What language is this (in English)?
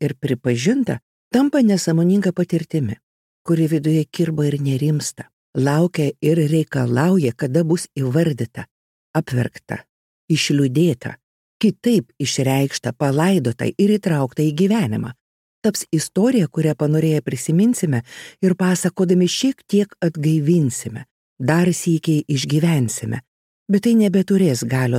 Lithuanian